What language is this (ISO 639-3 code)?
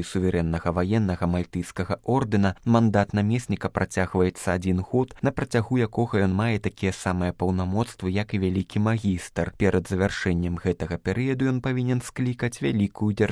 bel